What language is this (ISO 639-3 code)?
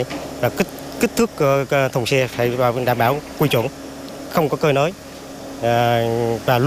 vie